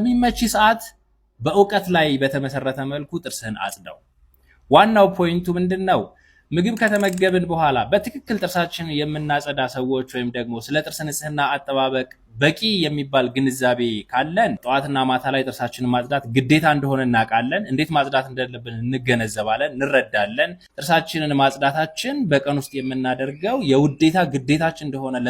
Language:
Amharic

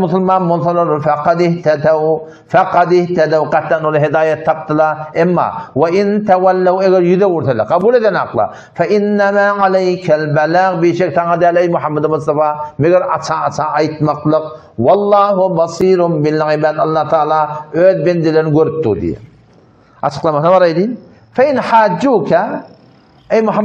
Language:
Turkmen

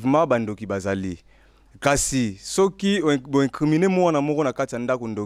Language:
Lingala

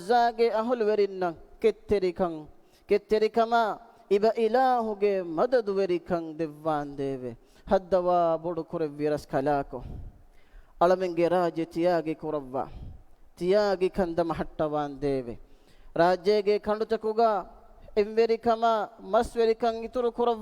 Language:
Divehi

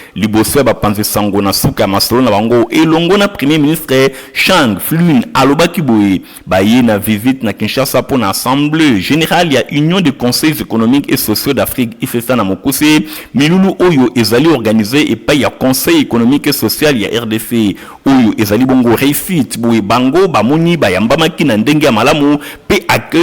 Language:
Lingala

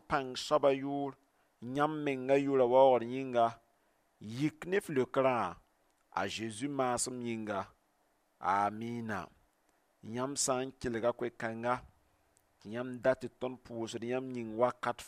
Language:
Mossi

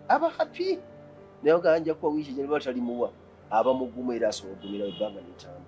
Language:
Ganda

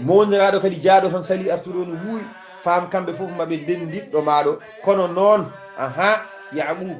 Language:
Fula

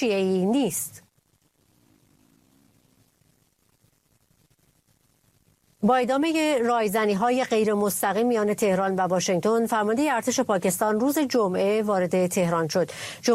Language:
Persian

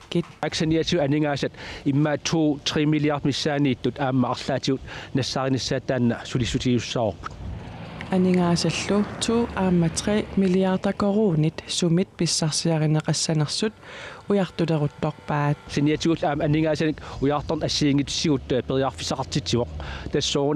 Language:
Kalaallisut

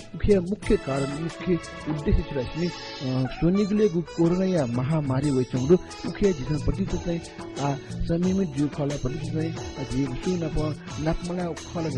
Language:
Newari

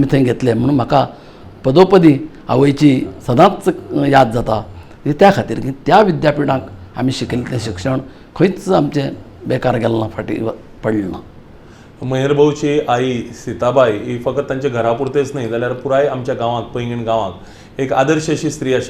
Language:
Konkani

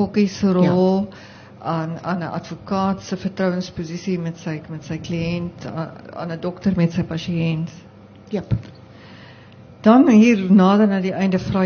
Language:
Afrikaans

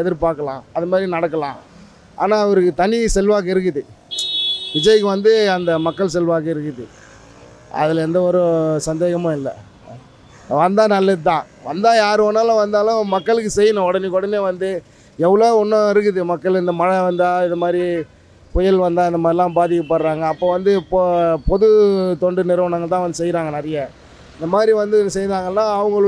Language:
Tamil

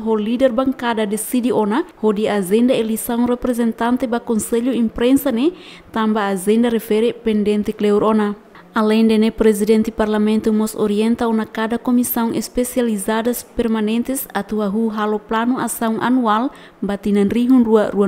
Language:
Tetum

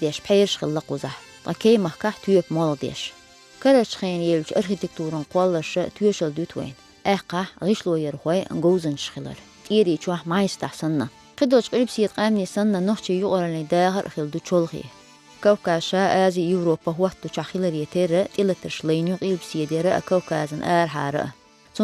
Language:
Chechen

